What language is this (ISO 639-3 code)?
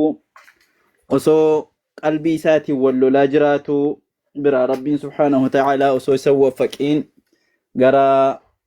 orm